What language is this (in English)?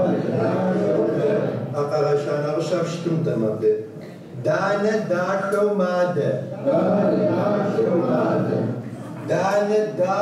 Kabardian